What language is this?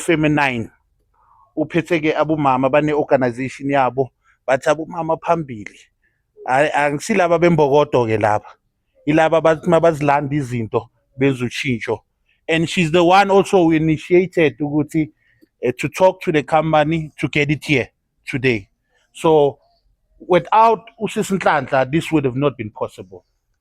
Zulu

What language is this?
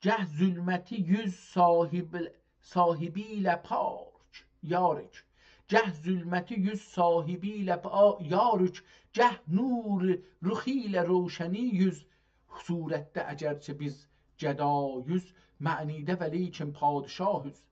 South Azerbaijani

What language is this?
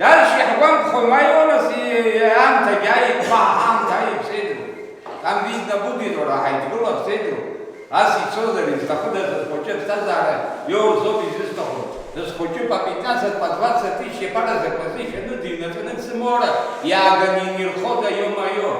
Abkhazian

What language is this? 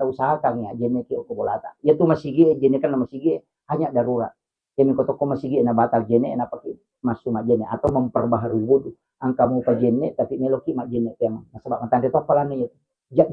Buginese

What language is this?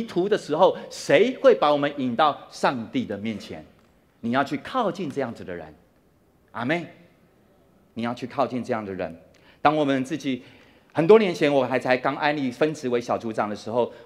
Chinese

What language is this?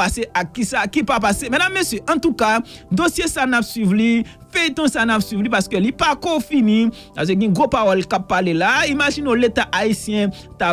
Haitian Creole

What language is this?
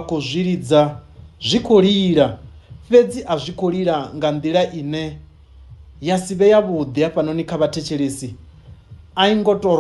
Venda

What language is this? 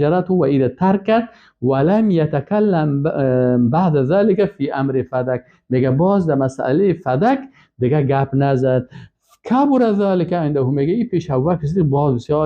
Persian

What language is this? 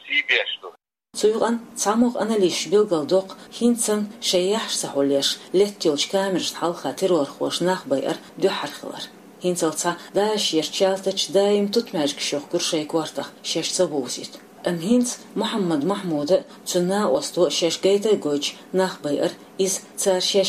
Chechen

